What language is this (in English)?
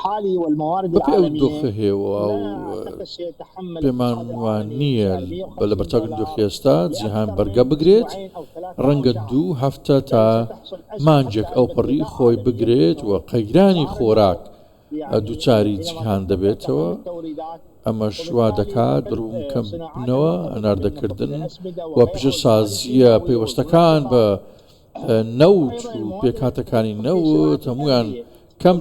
Central Kurdish